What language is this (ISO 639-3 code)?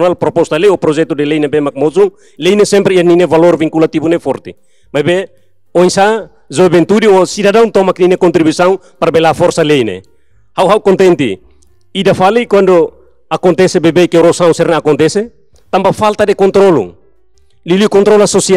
tet